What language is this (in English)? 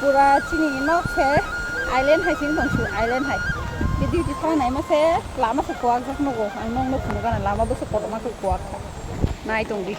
Kok Borok